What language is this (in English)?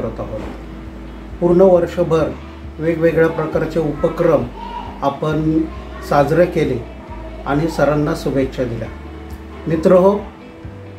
Marathi